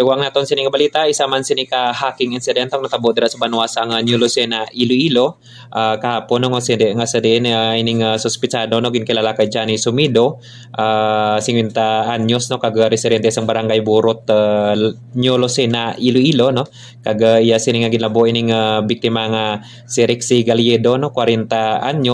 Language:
Hiligaynon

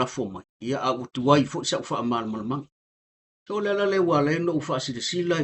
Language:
Samoan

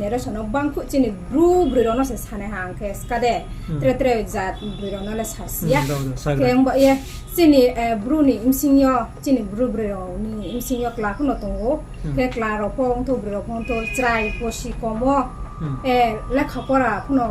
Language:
Riang (India)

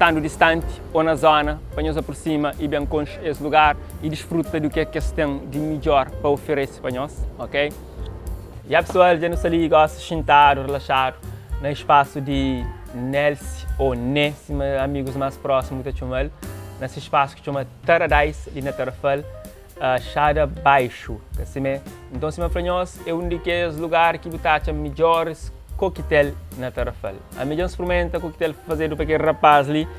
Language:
Kabuverdianu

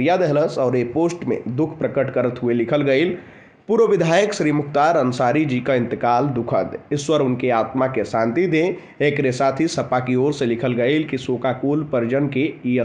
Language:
Bhojpuri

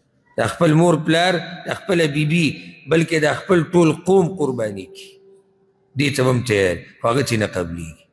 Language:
Pashto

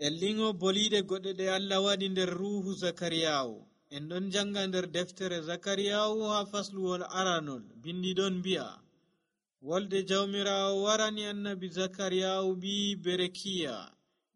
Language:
Nigerian Fulfulde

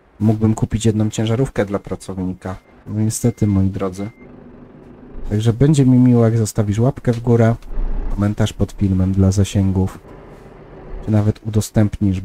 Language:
Polish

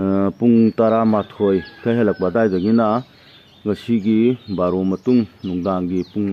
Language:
Manipuri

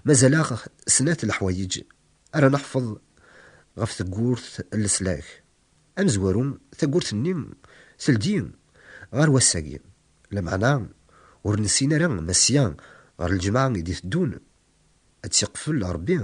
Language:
Kabyle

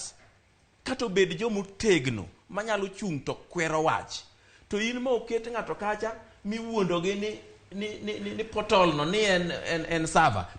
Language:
Luo (Kenya and Tanzania)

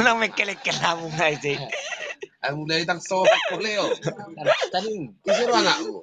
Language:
Batak Toba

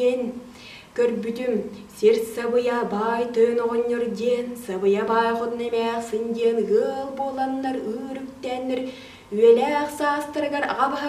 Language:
Yakut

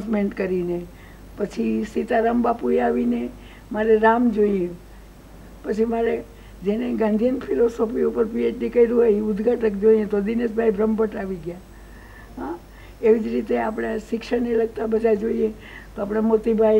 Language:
Gujarati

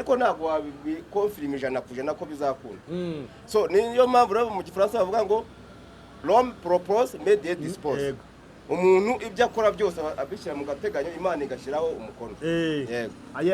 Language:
Kinyarwanda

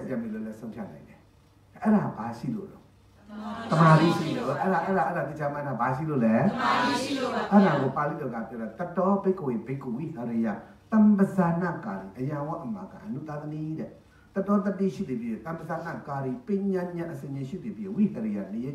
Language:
Burmese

